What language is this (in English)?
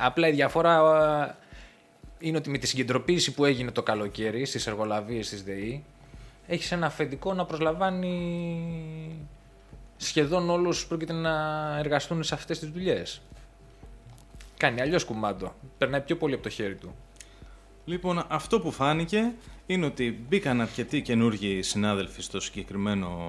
Greek